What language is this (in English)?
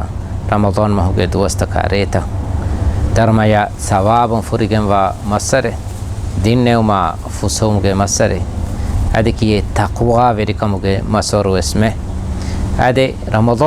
Divehi